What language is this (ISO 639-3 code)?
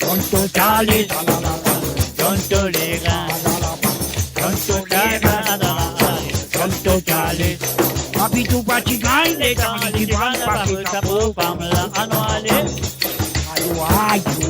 mfe